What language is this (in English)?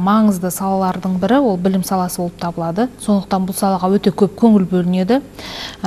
Kazakh